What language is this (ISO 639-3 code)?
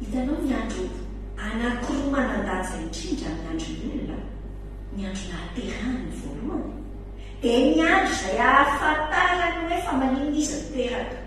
mlg